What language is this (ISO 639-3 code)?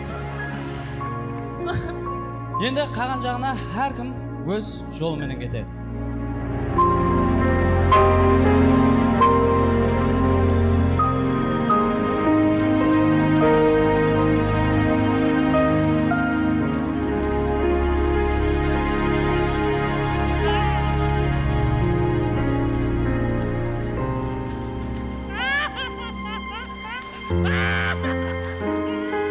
kaz